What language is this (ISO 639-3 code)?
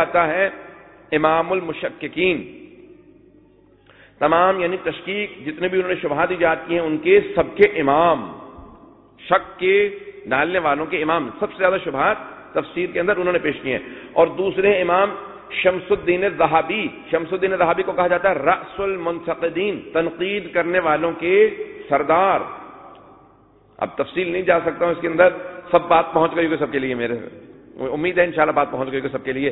urd